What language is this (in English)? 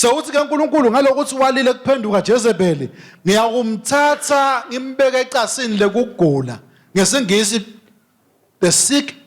Swati